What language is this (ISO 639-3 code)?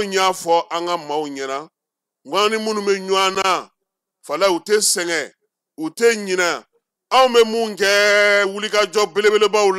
bam